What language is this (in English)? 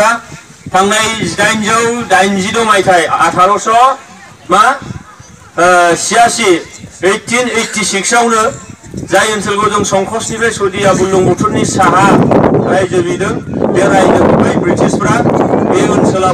Bodo